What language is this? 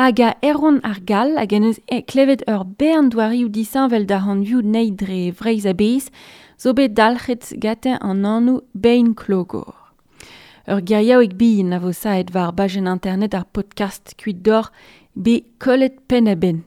Breton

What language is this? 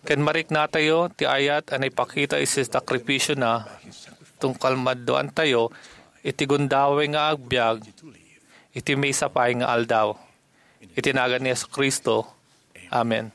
Iloko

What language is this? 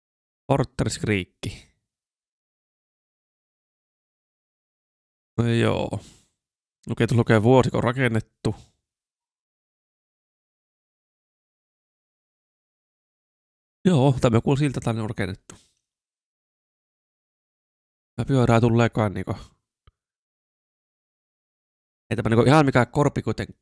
Finnish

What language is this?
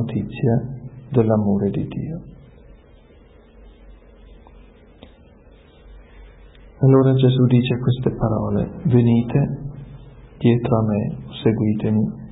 Italian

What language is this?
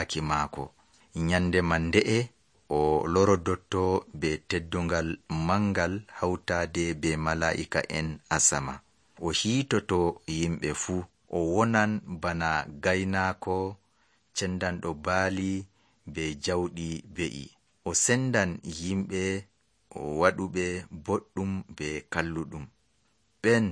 Nigerian Fulfulde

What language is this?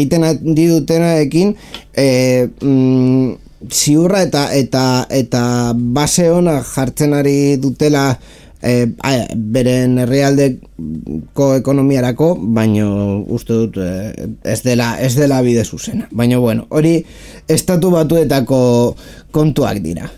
Basque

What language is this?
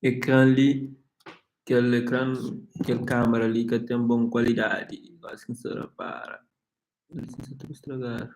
Kabuverdianu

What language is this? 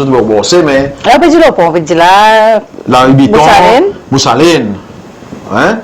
Seselwa Creole French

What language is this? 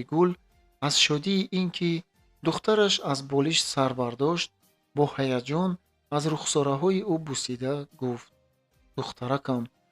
Tajik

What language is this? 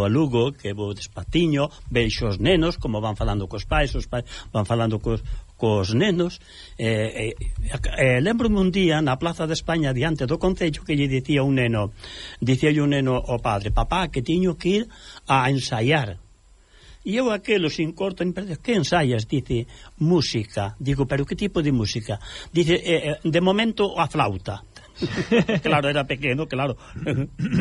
Galician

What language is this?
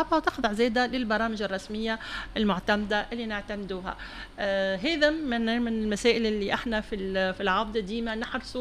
Tunisian Arabic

